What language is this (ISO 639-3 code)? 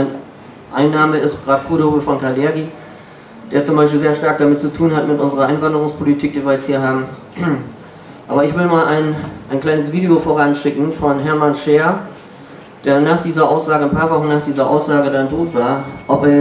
deu